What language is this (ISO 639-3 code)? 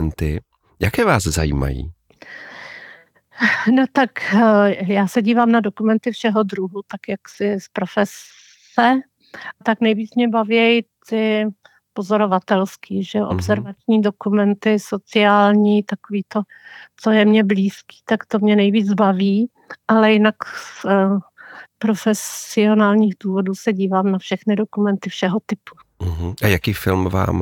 ces